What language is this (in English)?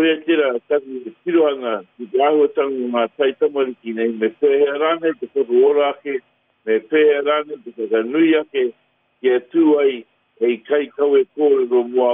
Māori